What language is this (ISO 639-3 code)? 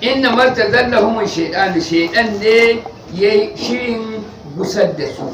hau